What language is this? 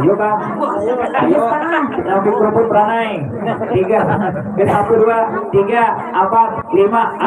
Banjar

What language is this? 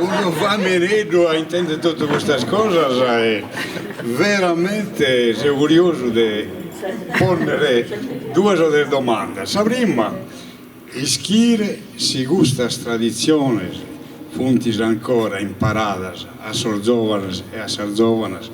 Sardinian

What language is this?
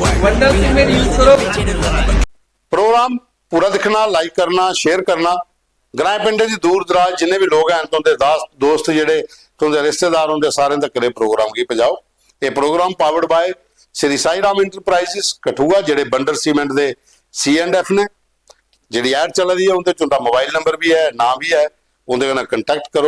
Dogri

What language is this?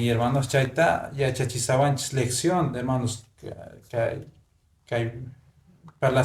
Quechua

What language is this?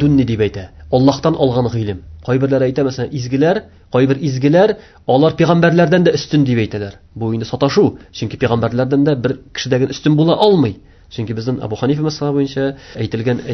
Tatar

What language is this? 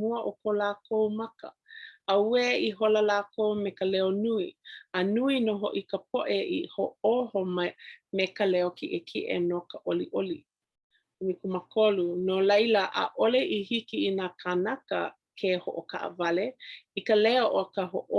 Hawaiian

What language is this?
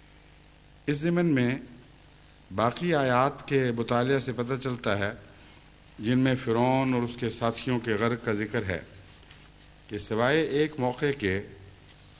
Urdu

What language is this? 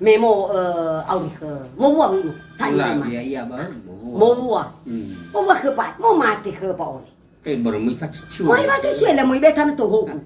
Nias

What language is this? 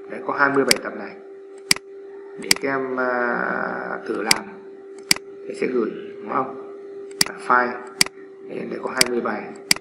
Vietnamese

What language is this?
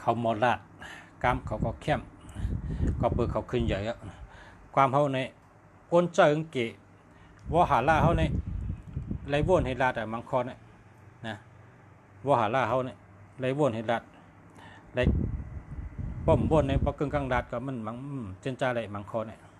Shan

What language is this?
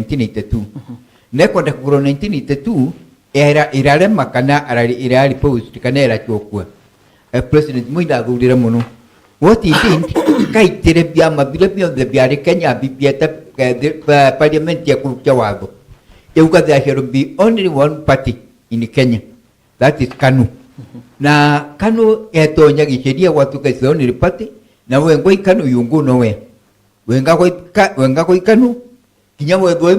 Meru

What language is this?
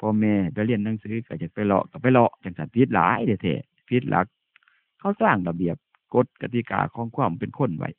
Northeastern Thai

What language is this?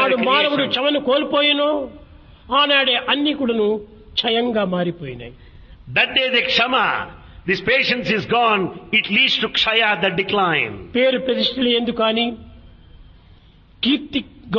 Telugu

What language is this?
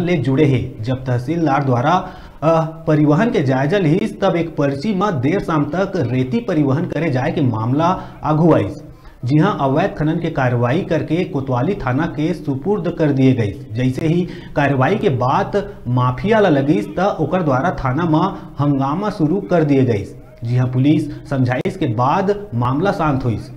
Chhattisgarhi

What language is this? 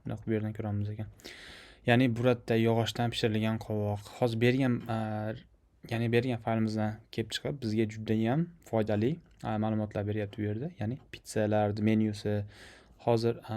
Uzbek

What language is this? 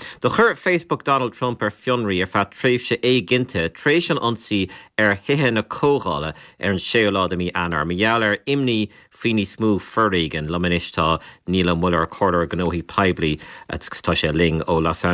Irish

